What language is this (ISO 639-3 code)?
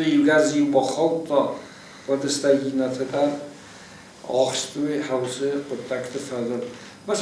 oss